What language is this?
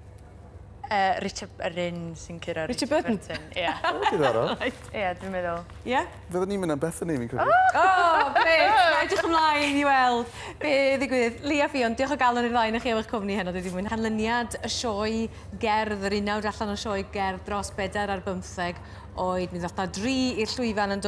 Welsh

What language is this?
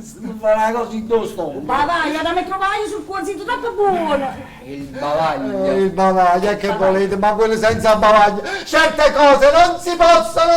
Neapolitan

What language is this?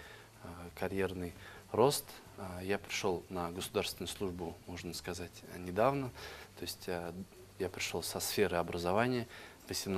Russian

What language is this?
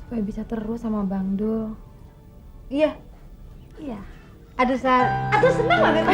Betawi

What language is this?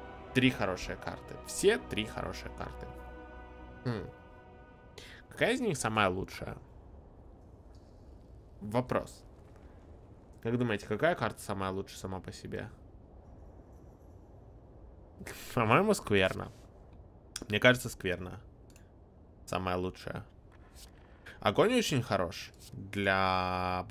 Russian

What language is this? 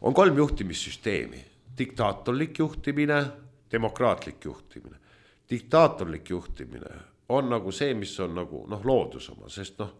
Estonian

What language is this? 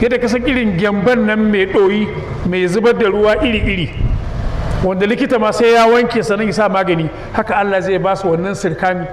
Hausa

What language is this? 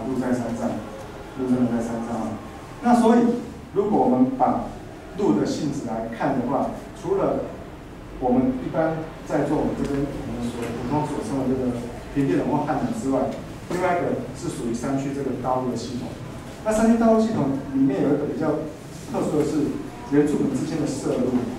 Chinese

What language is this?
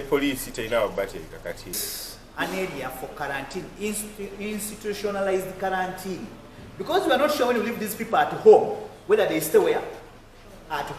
Ganda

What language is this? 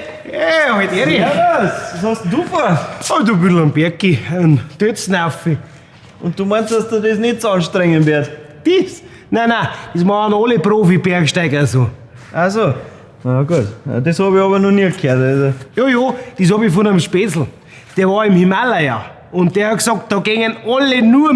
Bavarian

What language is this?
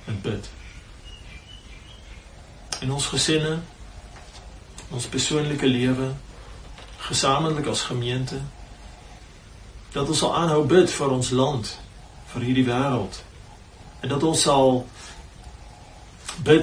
Afrikaans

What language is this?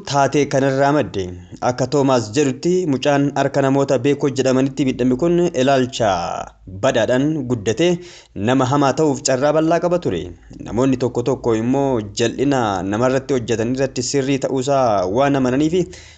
Oromo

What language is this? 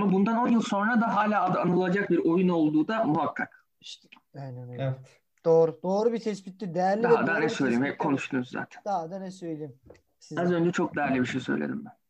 Turkish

